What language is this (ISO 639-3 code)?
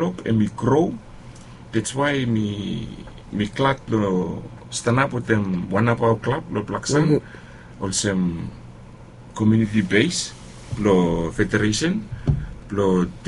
bis